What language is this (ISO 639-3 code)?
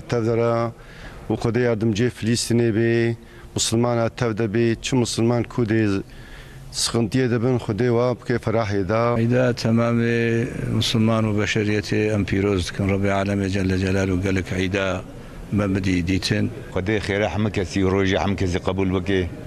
kur